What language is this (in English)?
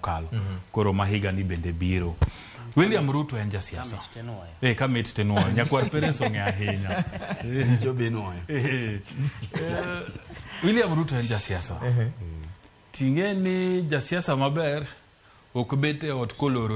Luo (Kenya and Tanzania)